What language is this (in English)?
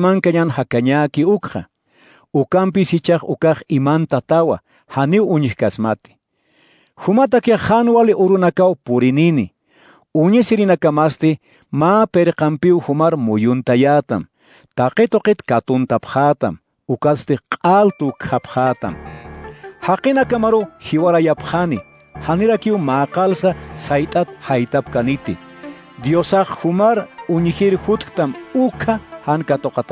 Aymara